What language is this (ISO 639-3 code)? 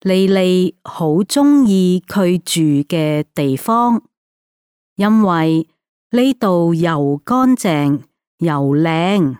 yue